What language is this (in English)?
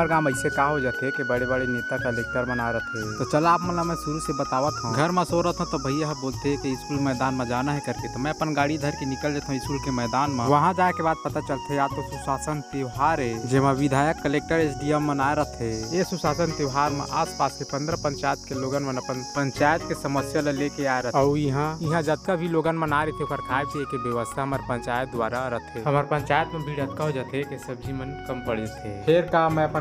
Chhattisgarhi